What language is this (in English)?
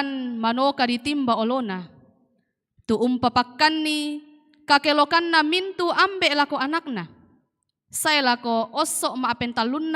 Toraja-Sa'dan